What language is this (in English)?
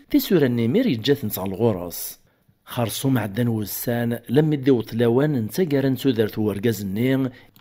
Kabyle